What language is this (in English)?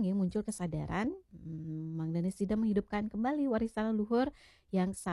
Balinese